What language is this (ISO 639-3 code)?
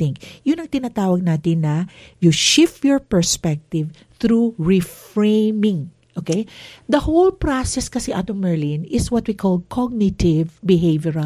fil